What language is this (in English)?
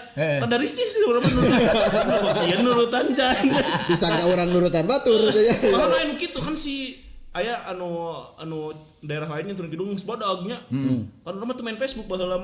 Sundanese